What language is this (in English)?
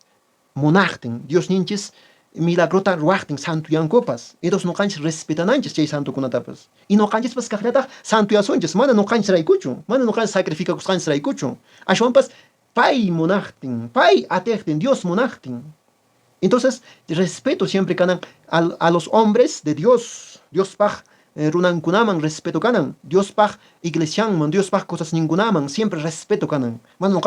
Quechua